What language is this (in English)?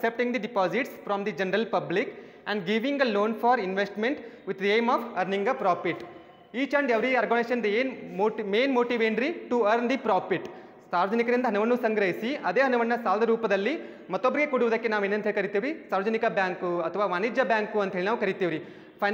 Kannada